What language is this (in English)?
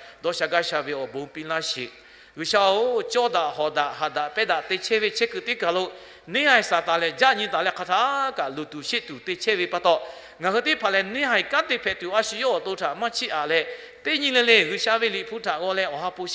Lahu